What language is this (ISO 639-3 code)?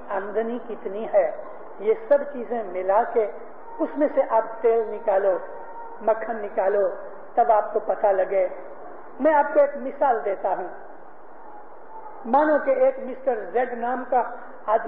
urd